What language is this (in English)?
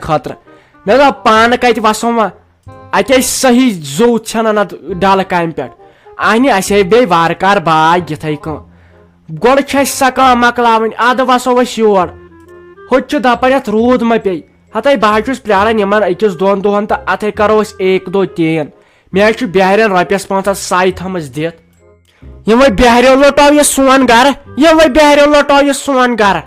Kashmiri